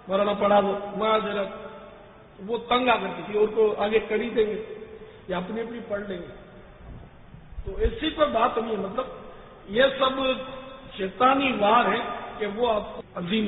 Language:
Urdu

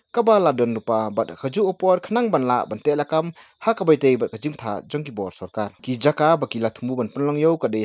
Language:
Khasi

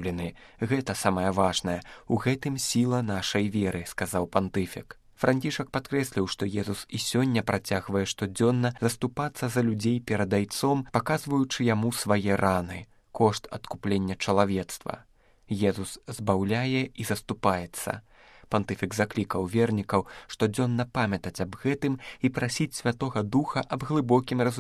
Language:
Belarusian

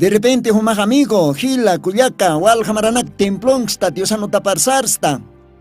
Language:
Aymara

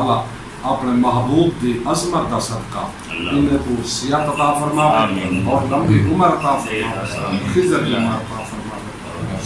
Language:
Saraiki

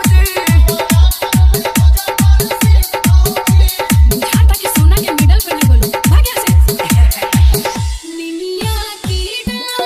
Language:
Bhojpuri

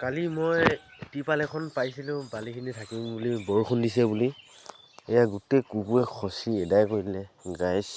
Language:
Assamese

